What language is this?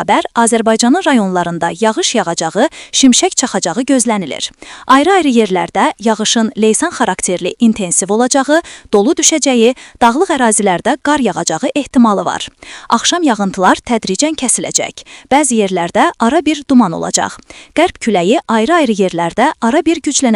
Azerbaijani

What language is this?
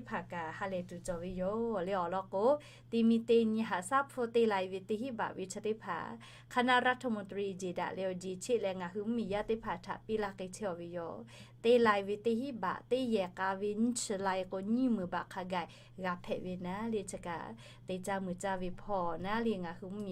Lahu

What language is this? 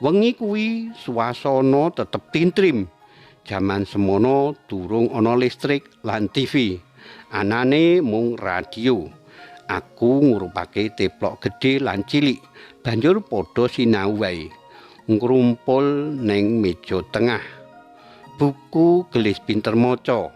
Javanese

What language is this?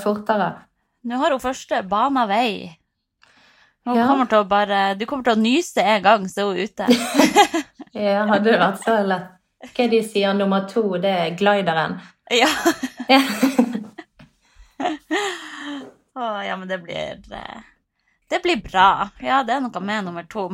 Norwegian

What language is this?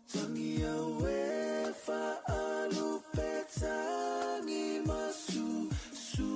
Samoan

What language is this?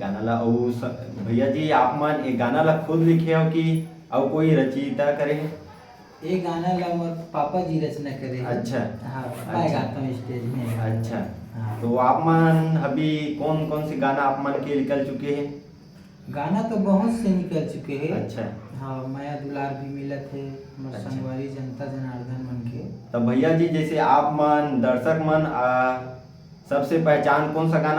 Chhattisgarhi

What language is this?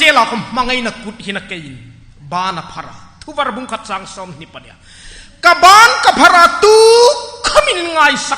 Hmar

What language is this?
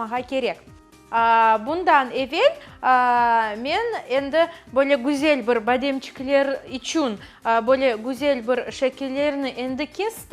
Crimean Tatar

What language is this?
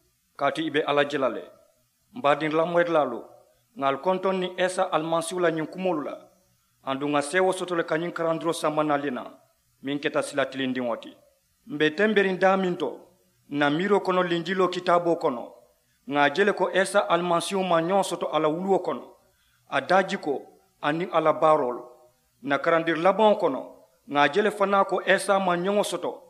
Mandingo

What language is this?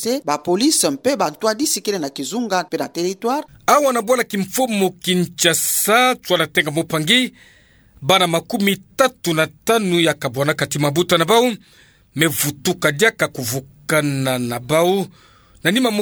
Kituba (Democratic Republic of Congo)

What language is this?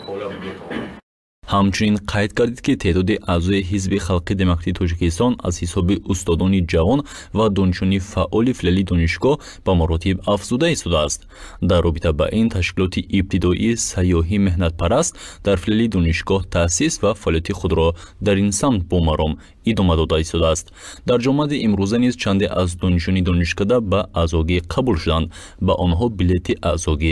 Tajik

